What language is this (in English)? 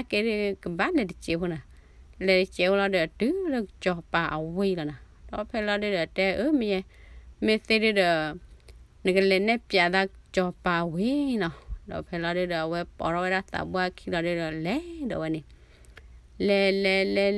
S'gaw Karen